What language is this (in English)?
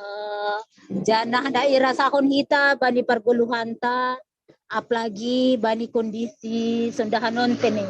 Batak Simalungun